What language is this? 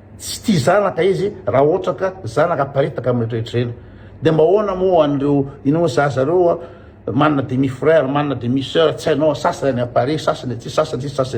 Malagasy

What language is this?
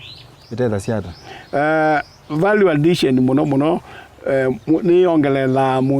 Kamba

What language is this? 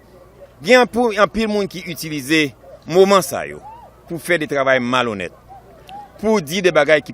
Haitian Creole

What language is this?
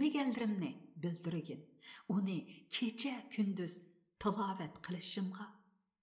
Uyghur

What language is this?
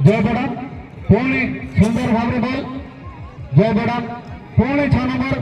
Santali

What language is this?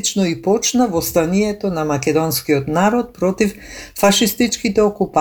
Macedonian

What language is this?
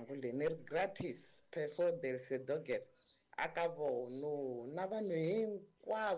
Tsonga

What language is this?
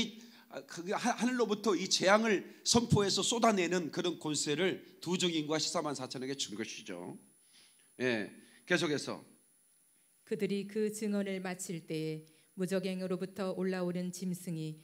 Korean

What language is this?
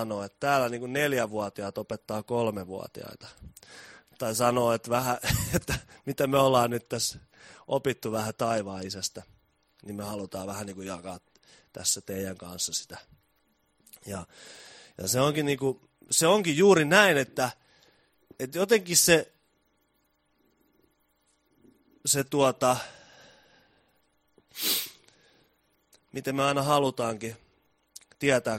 Finnish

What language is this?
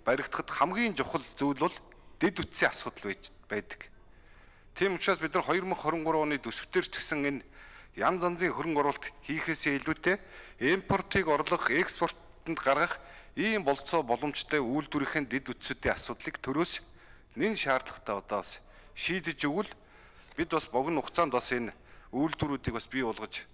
Mongolian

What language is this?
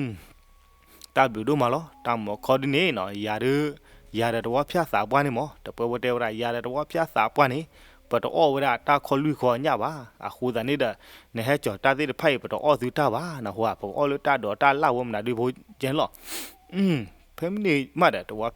S'gaw Karen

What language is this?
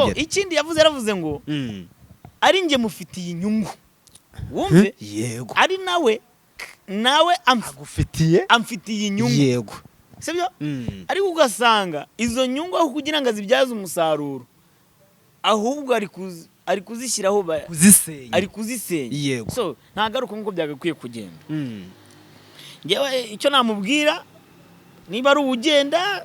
Kinyarwanda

